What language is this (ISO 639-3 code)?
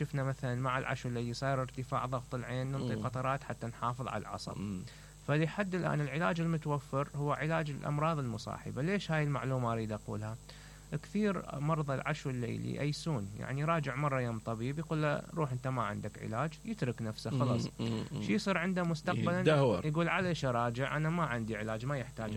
acm